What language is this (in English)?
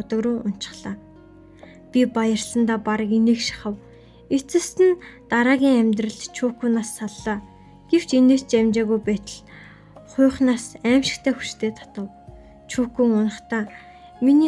Mongolian